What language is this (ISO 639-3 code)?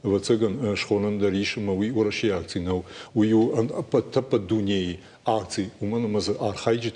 oss